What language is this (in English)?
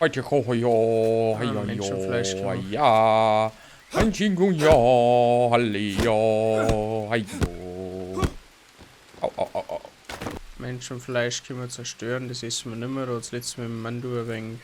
Bavarian